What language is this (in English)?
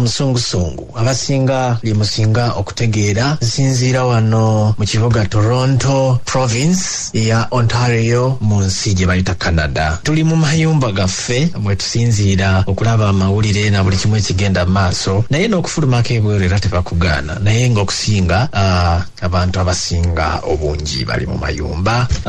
Ganda